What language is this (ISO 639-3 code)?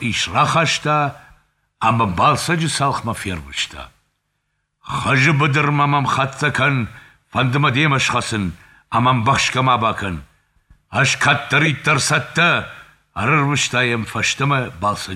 oss